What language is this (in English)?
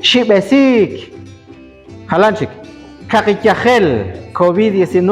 Kekchí